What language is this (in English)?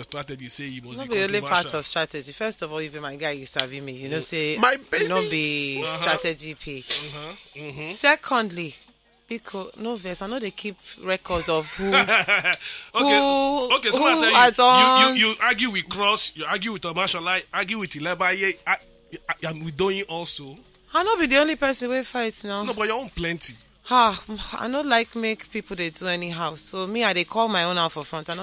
Nigerian Pidgin